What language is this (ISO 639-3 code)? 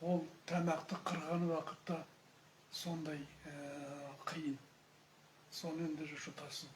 kaz